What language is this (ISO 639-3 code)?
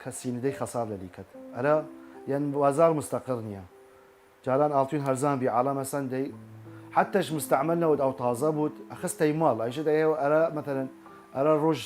sdh